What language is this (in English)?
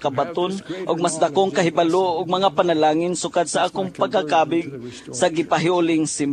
Cebuano